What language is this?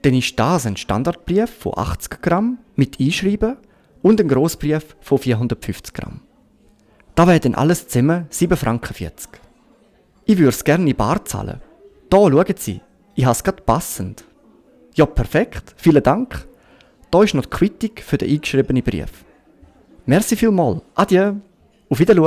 Swiss German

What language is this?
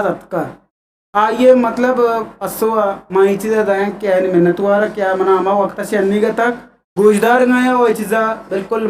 Eastern Balochi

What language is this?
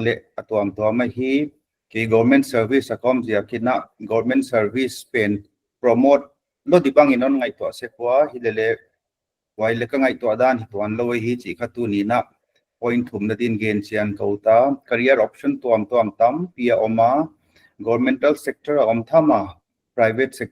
Paite Chin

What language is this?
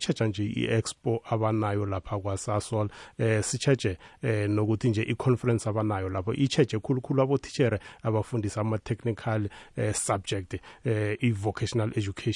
South Ndebele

